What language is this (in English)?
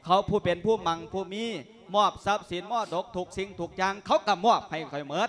Lao